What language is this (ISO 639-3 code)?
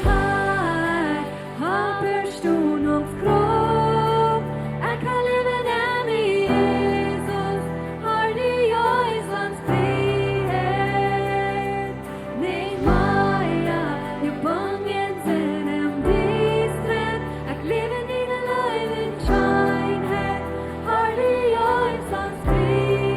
pdt